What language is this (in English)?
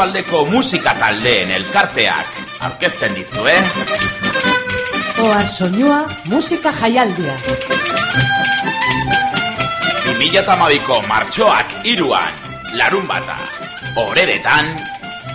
Basque